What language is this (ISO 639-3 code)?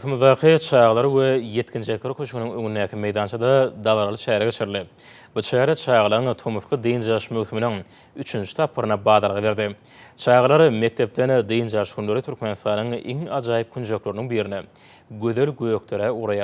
tuk